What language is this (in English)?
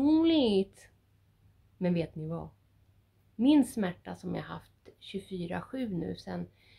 Swedish